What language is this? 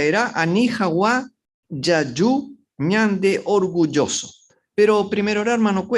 Guarani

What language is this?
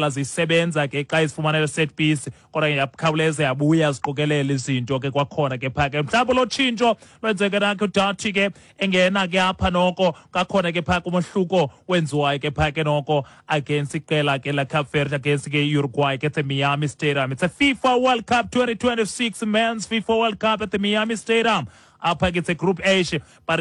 Xhosa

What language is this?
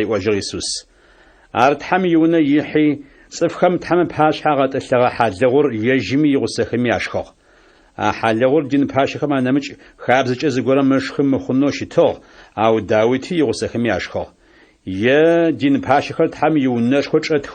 Adyghe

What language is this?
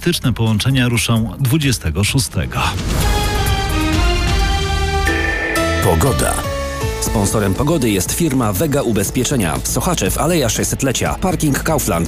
Polish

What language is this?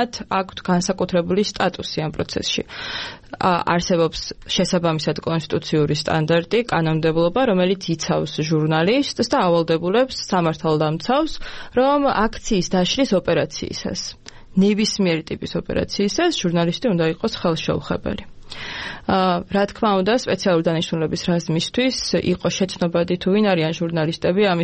Georgian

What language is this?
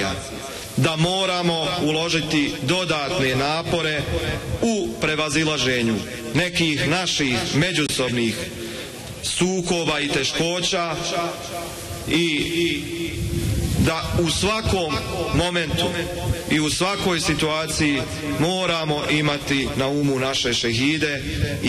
Bosnian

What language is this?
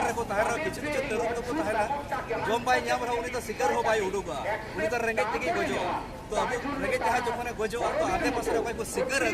Santali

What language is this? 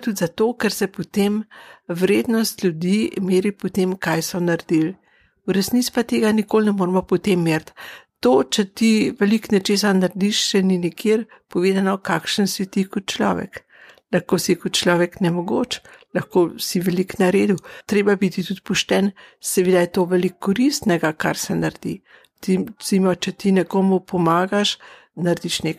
Slovenian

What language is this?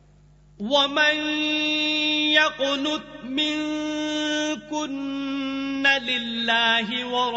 Urdu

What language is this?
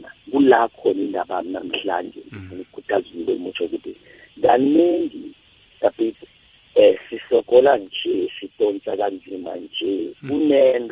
South Ndebele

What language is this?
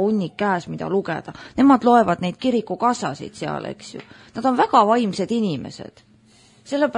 Estonian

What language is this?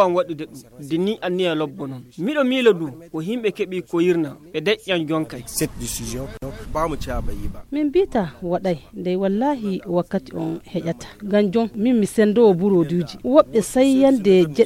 Fula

